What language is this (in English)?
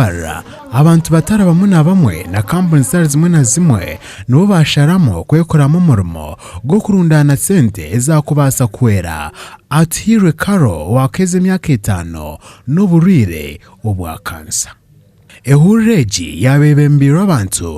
Nyankole